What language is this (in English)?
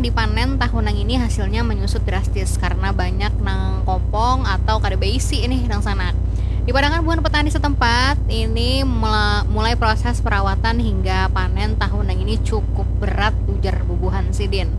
Banjar